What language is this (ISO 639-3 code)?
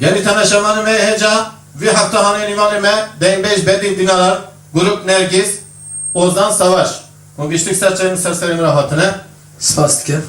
kur